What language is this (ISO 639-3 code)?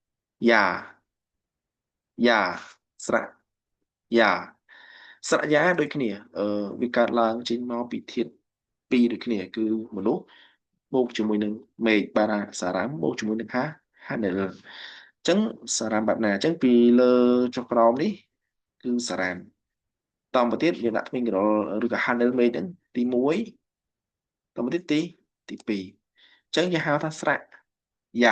khm